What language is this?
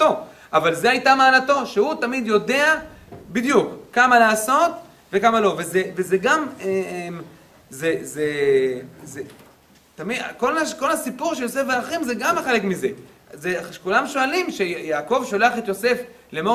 Hebrew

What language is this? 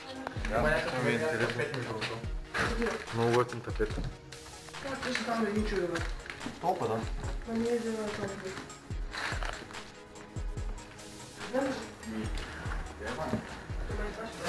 Bulgarian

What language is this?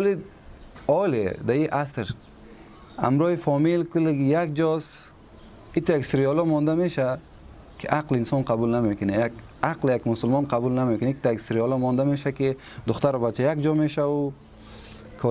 Persian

